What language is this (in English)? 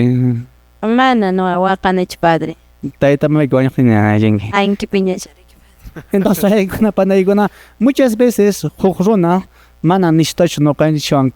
Quechua